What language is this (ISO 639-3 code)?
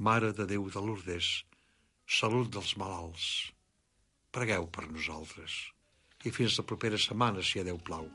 cat